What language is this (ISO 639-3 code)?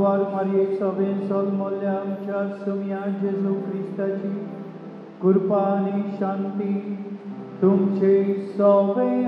kok